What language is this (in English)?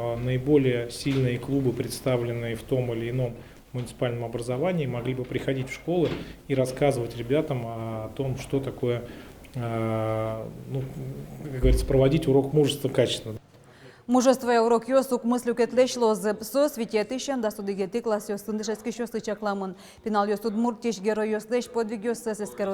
Udmurt